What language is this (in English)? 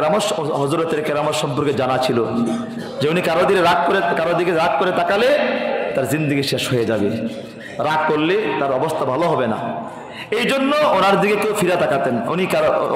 Bangla